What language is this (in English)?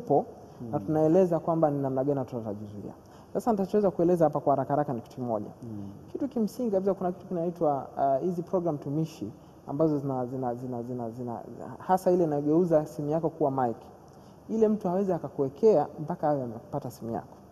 Swahili